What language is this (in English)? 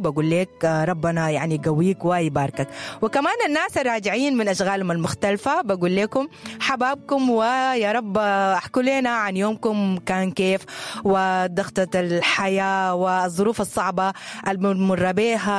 Sudanese Arabic